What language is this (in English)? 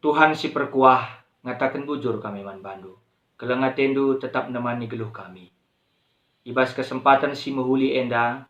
Batak Karo